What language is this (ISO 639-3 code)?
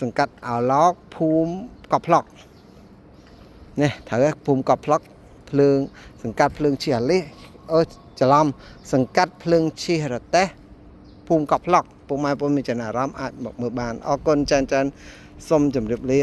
khm